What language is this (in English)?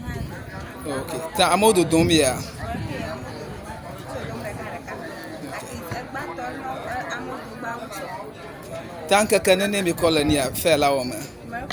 Ewe